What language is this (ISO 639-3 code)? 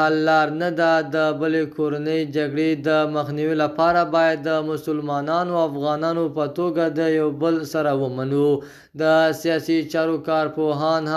pus